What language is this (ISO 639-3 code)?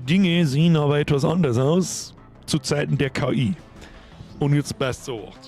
bar